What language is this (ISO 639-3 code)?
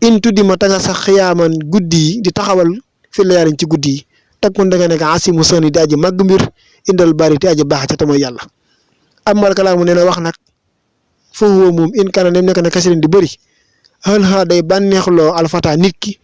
wol